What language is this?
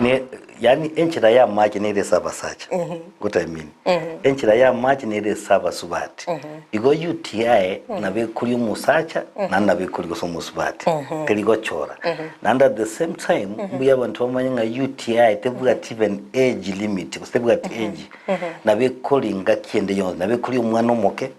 Gusii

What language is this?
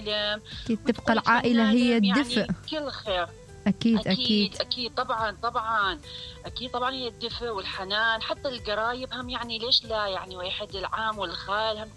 Mesopotamian Arabic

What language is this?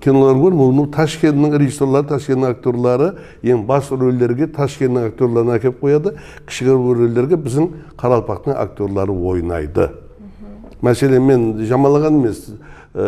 Kara-Kalpak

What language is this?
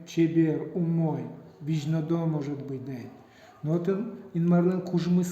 Udmurt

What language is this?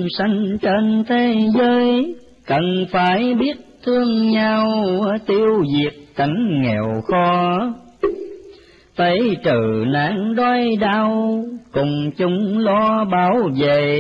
Vietnamese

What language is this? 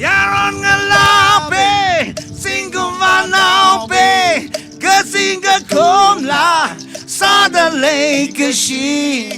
Tangkhul Naga (India)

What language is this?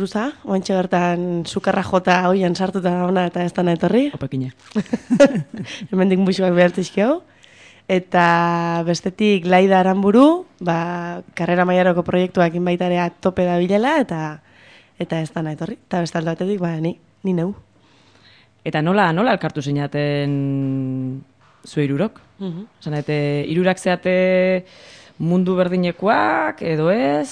Basque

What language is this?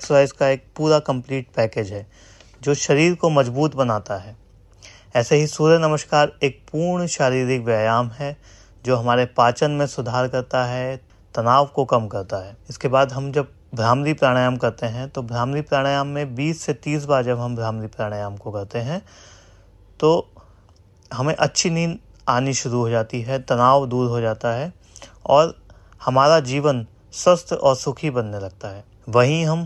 Hindi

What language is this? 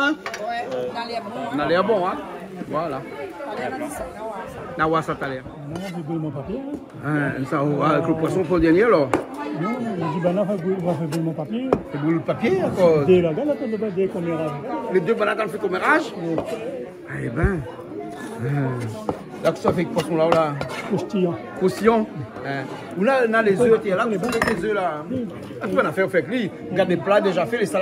Réunion Creole French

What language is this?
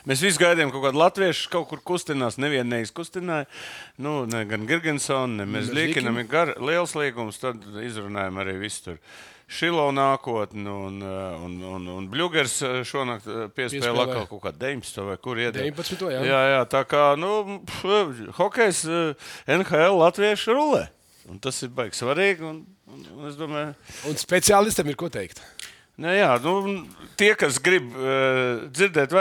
Latvian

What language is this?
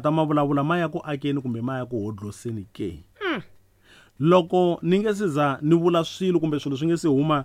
Tsonga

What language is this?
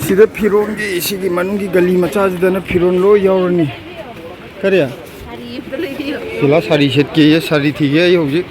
Manipuri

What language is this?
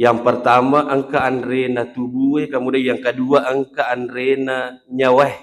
Buginese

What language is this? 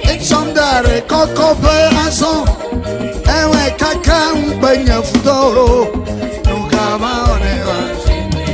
Ewe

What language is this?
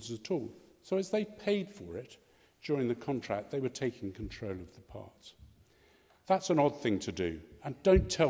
English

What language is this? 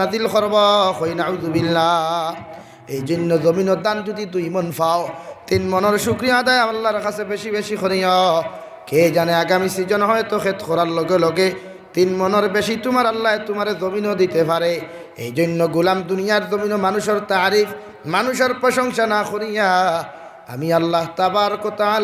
Sylheti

